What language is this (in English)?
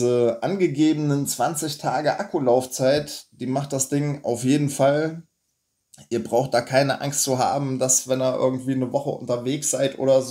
German